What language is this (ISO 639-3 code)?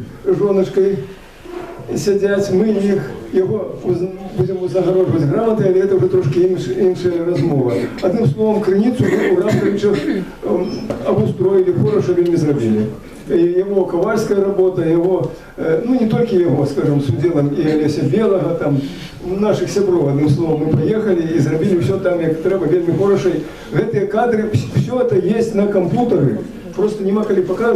bel